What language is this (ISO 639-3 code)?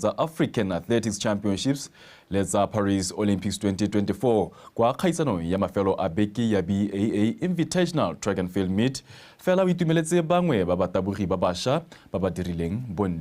tsn